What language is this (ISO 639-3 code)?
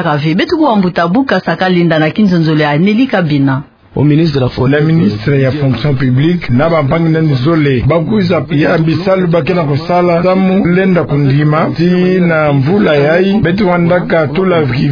ktu